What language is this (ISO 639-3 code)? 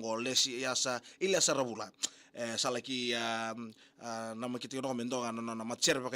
fij